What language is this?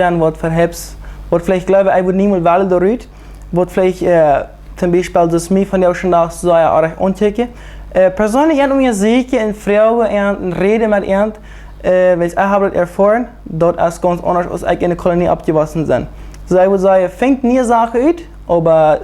Plautdietsch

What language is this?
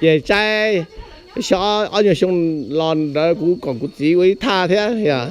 Hmong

